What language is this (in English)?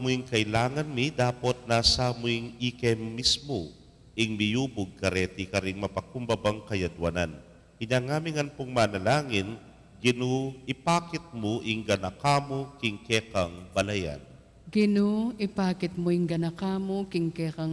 Pampanga